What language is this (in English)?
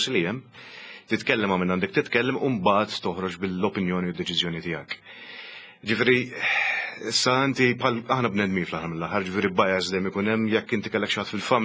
Maltese